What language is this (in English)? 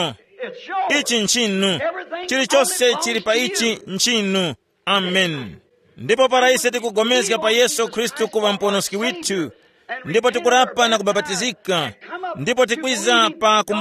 Tumbuka